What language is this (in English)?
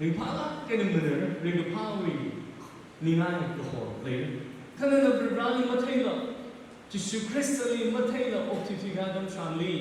Tangkhul Naga (India)